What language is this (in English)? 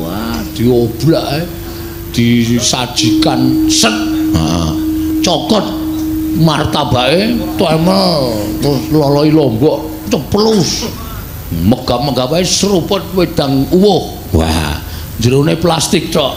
Javanese